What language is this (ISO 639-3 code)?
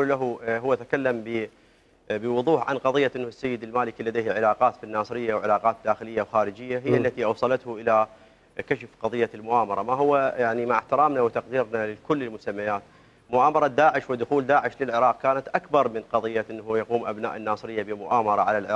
acm